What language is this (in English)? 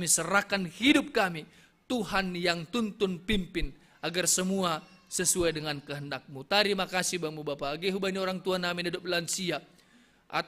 Batak Simalungun